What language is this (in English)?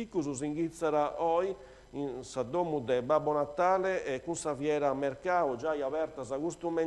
Sardinian